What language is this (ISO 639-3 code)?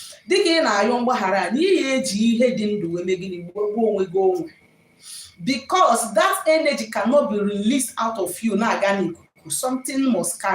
ibo